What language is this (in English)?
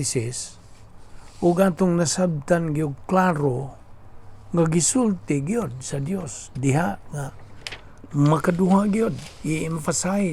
Cebuano